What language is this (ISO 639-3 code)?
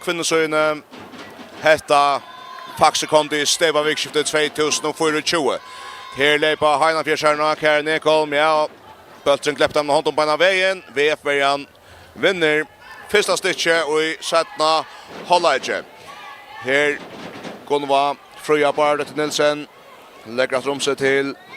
fao